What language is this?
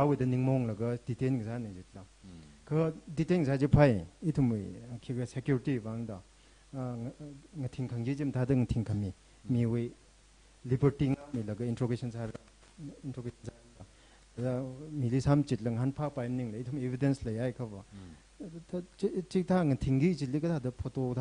Tangkhul Naga (India)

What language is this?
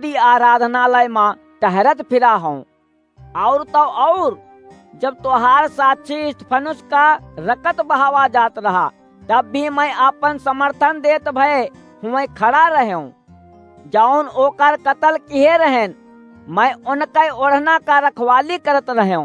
Awadhi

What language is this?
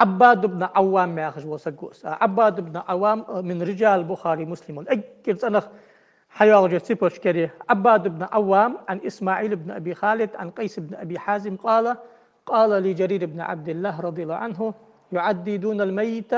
Ingush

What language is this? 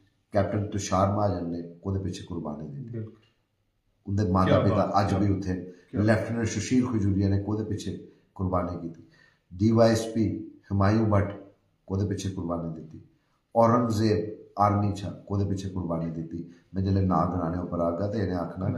Dogri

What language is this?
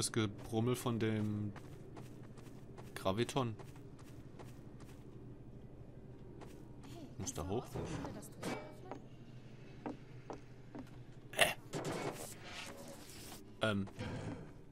German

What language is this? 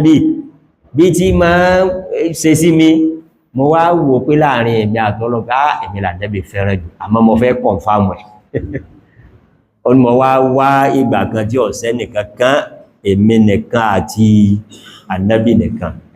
Yoruba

